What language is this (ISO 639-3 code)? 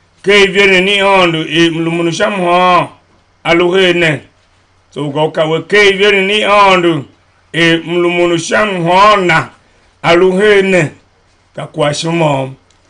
tiv